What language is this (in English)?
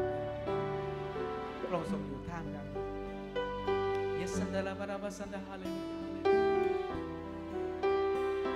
Thai